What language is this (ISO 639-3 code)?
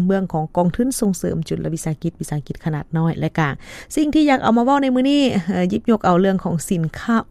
lao